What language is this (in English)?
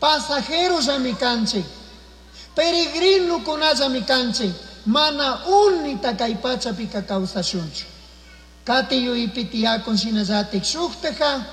Chimborazo Highland Quichua